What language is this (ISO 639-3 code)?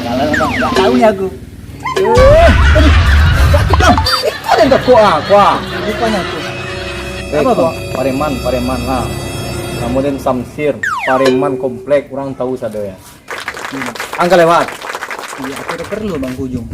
min